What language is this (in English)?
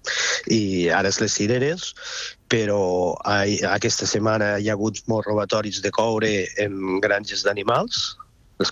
Catalan